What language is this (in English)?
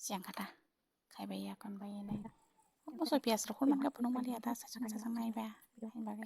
Kok Borok